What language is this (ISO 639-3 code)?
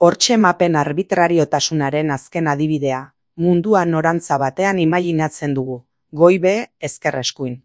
eus